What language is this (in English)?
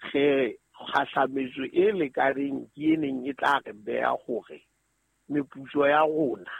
Southern Sotho